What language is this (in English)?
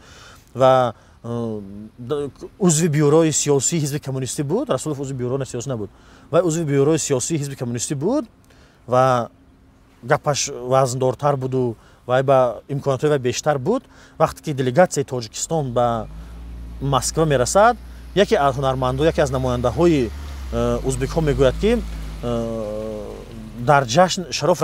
Tajik